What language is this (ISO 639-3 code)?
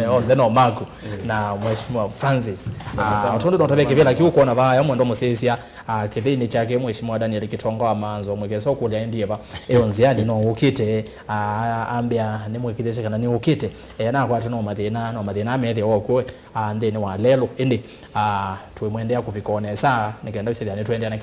kam